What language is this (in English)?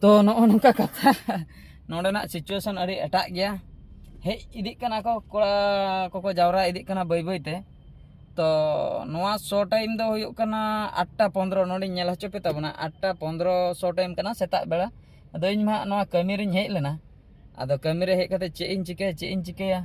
Santali